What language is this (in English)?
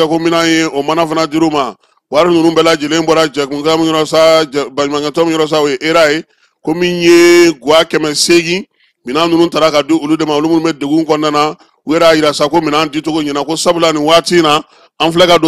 Bambara